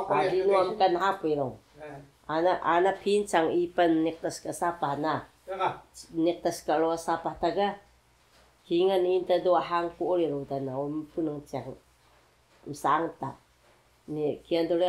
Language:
Taroko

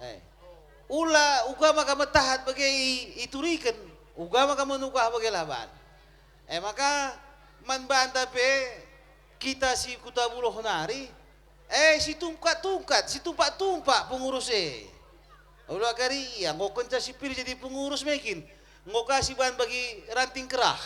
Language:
Batak Karo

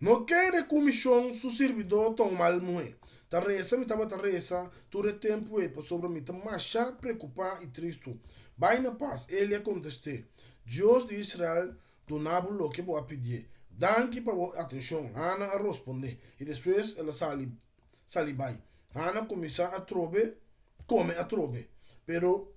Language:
Papiamento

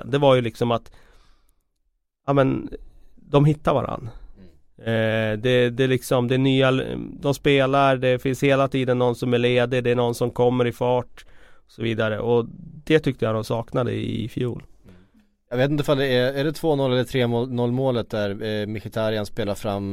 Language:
Swedish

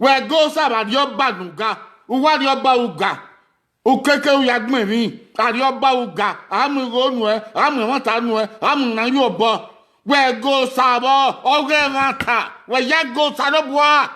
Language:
Bini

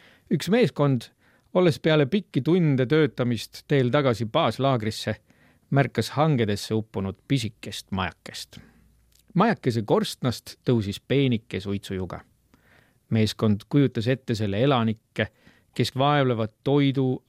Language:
Estonian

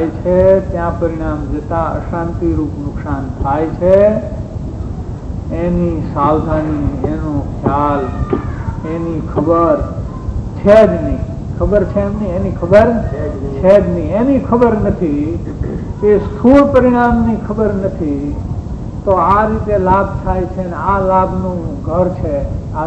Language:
Gujarati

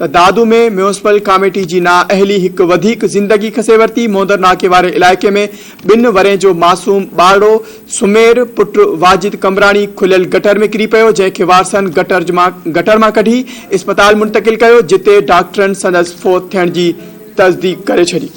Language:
Sindhi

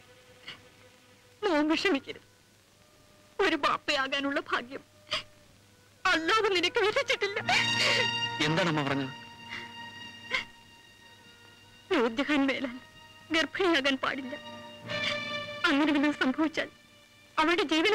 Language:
Malayalam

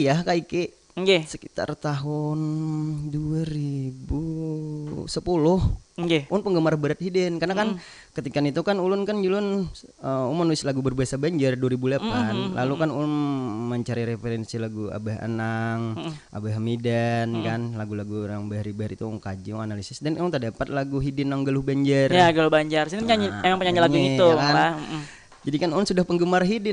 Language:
Banjar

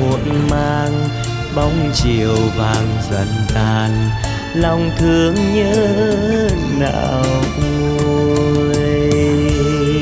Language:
Vietnamese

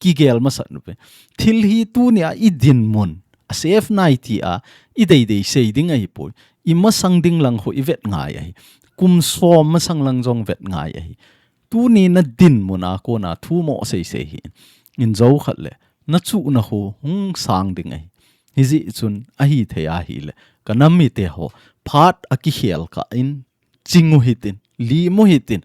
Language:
Thado Chin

